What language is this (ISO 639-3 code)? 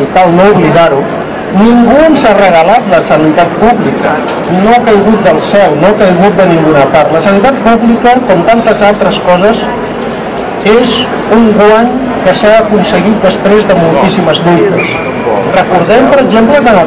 cat